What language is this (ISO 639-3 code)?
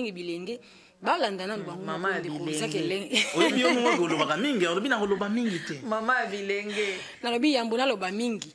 lin